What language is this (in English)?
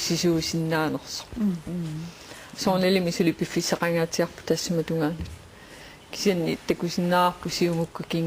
Kalaallisut